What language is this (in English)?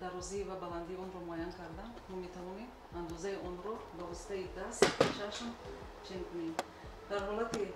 Tajik